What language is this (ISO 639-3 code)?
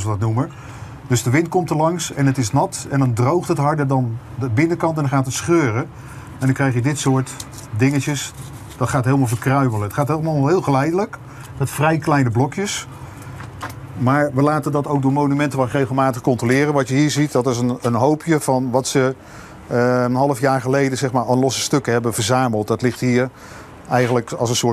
nld